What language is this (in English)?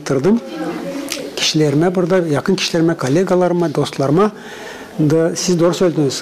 Gagauz